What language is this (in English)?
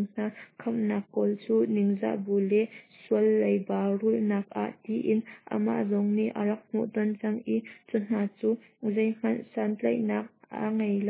Hakha Chin